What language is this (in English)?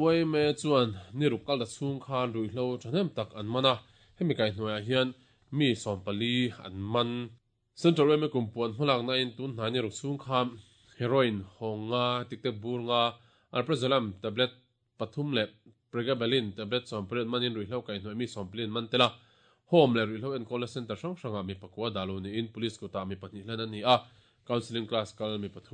Mizo